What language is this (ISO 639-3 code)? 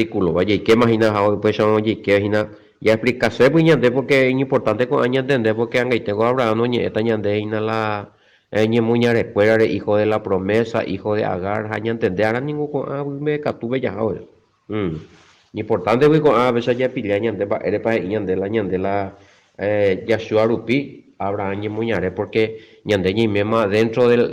grn